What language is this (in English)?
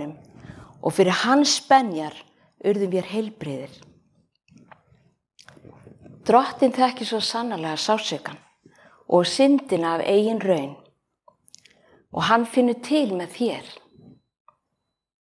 Icelandic